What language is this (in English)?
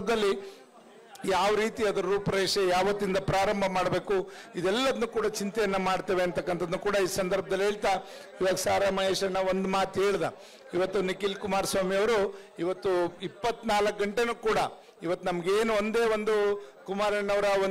Kannada